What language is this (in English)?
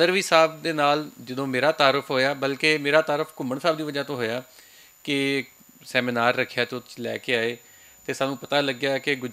Western Panjabi